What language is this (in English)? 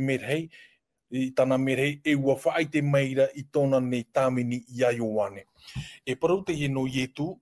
Tahitian